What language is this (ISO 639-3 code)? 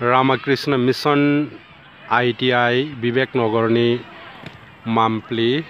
trp